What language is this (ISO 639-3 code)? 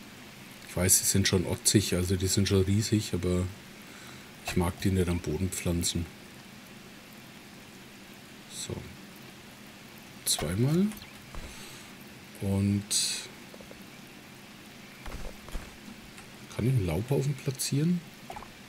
deu